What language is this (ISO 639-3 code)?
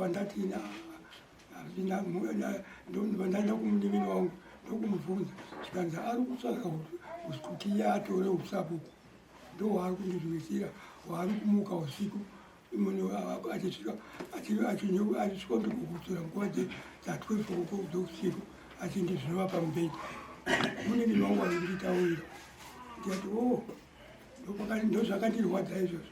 sna